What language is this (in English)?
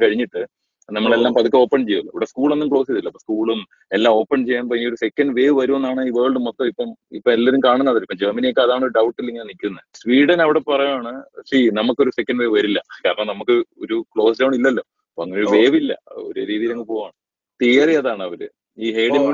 Malayalam